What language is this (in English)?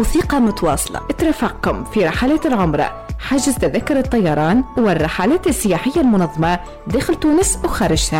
Tunisian Arabic